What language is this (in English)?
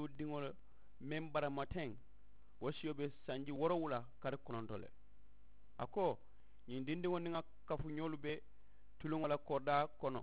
Mandingo